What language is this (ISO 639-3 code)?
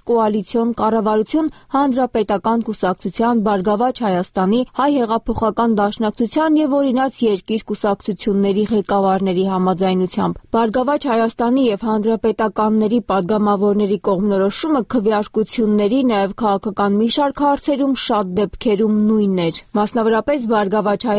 hye